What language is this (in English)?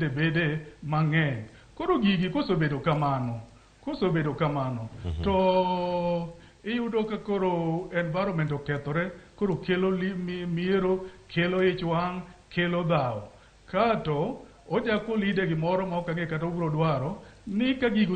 Luo (Kenya and Tanzania)